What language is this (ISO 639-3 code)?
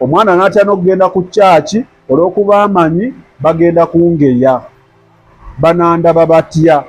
lug